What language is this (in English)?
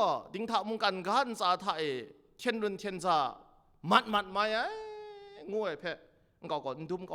Kachin